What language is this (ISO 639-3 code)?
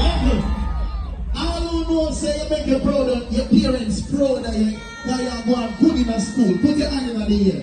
jam